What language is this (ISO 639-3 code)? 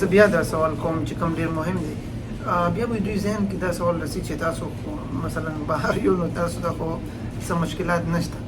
pus